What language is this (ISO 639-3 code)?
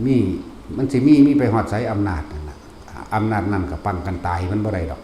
lao